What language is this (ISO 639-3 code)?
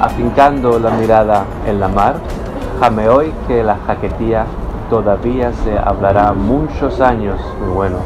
lad